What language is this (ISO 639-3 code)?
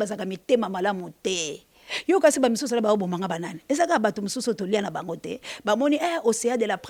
lin